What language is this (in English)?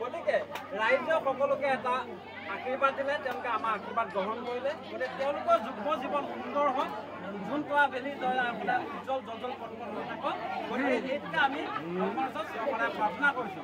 Assamese